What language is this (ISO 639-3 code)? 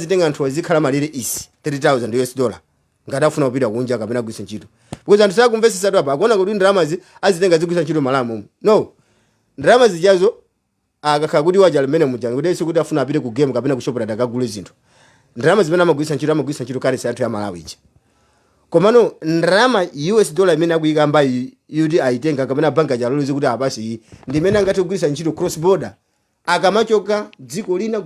nya